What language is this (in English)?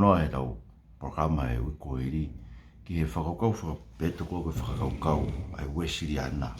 Tongan